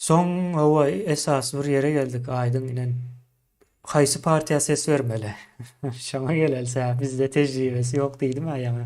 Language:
Turkmen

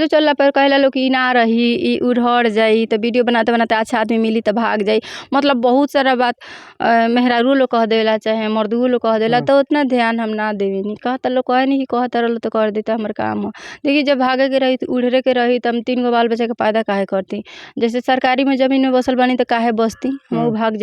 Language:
Bhojpuri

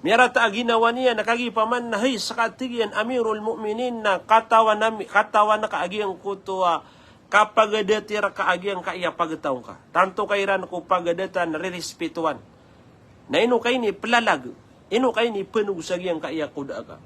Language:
Maranao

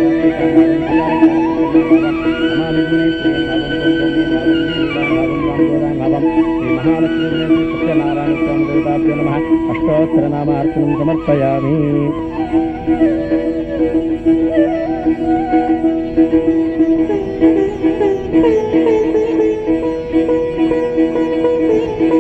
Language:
Kannada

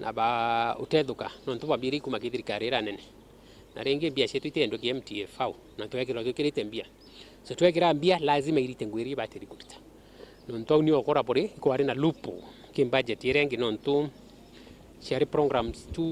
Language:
Meru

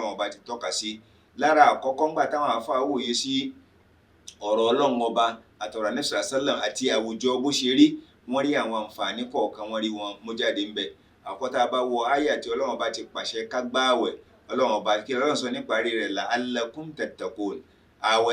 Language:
Yoruba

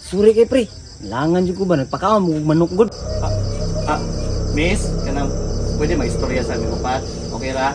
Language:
Cebuano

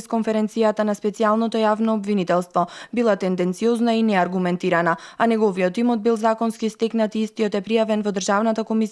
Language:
Macedonian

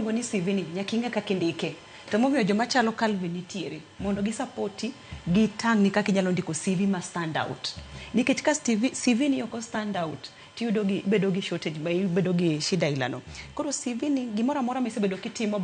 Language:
Luo (Kenya and Tanzania)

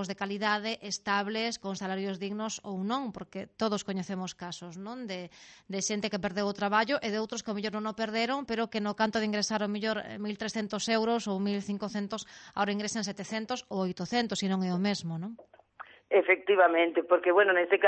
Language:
Galician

